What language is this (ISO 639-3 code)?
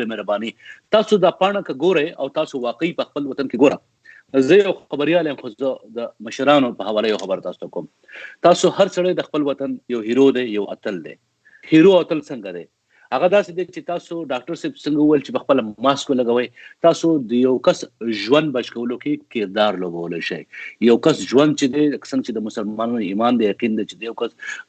pus